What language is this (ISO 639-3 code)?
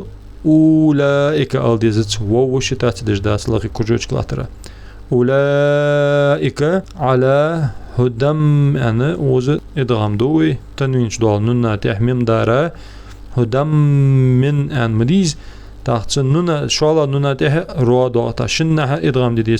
inh